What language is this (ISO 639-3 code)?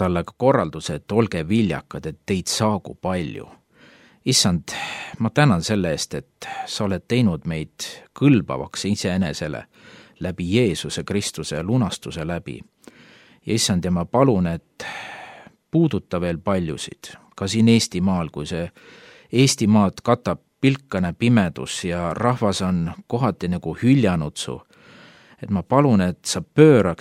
est